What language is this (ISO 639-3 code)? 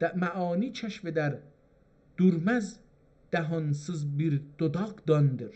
azb